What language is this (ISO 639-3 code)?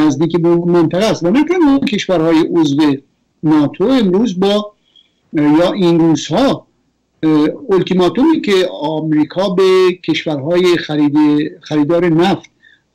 fas